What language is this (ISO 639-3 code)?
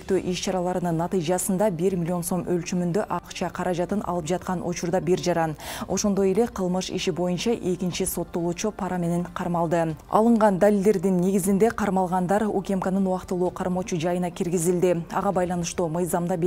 kir